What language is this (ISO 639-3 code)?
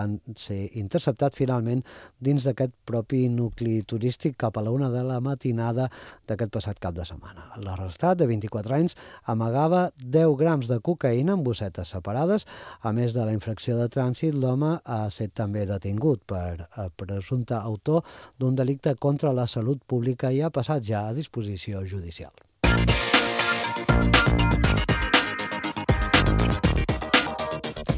cat